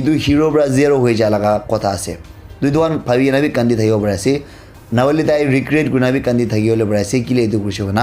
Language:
Naga Pidgin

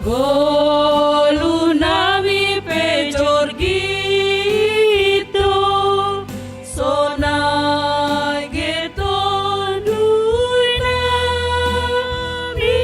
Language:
Batak Simalungun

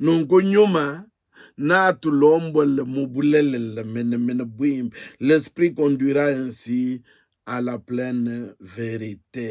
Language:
Luba-Lulua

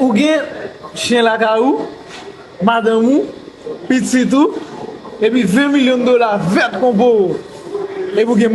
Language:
Haitian Creole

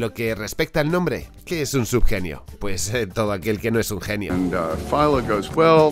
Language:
Spanish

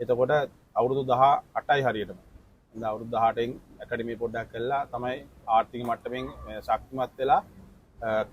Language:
Sinhala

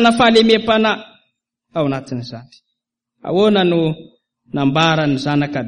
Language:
Malagasy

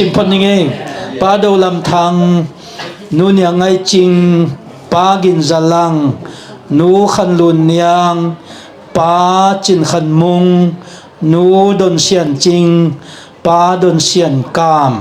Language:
Tedim Chin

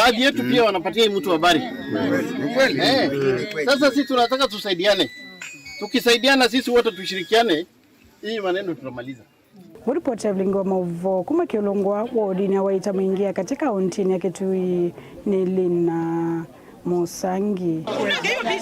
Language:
Kamba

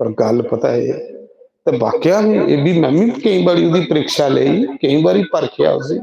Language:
Dogri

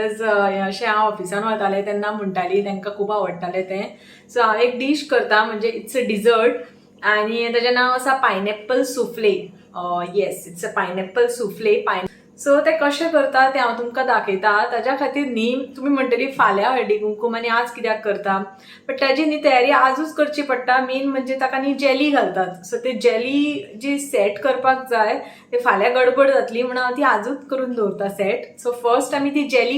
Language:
Konkani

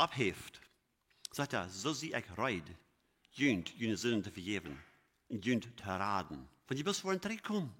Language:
Plautdietsch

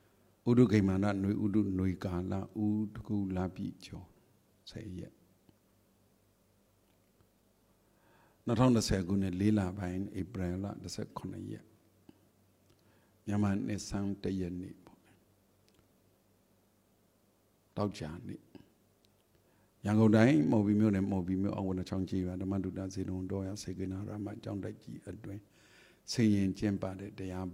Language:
Burmese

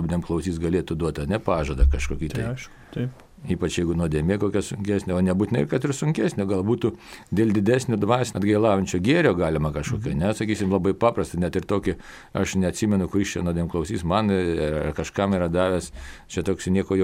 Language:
Lithuanian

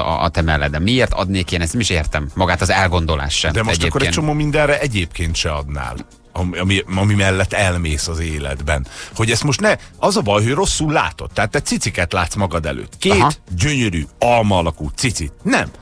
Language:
Hungarian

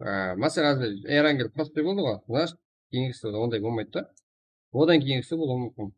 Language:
Kara-Kalpak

